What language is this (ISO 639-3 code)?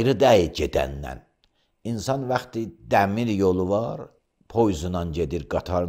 aze